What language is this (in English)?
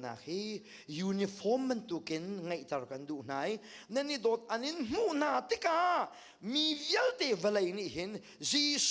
Hakha Chin